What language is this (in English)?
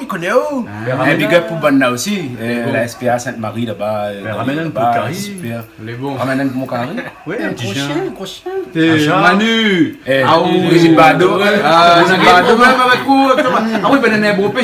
Réunion Creole French